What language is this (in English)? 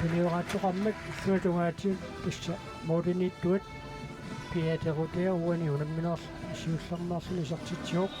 Kalaallisut